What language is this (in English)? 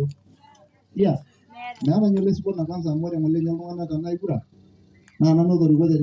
Masai